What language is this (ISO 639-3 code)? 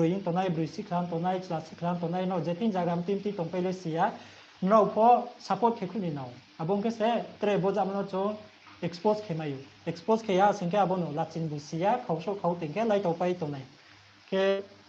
ria